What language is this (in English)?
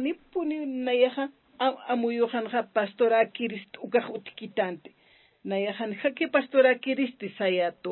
Aymara